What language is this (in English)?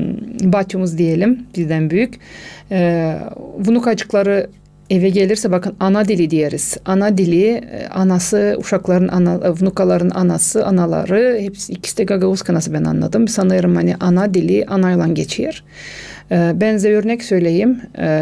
Gagauz